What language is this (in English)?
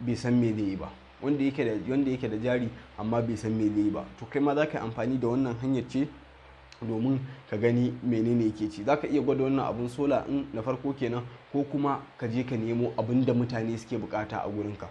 Hausa